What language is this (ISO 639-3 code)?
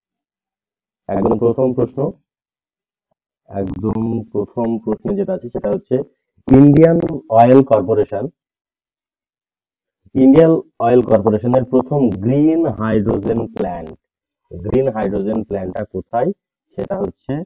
ben